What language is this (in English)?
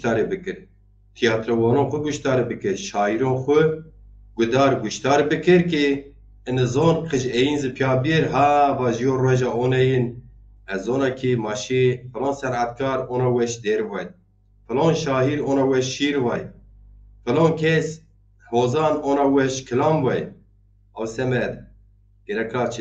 Zaza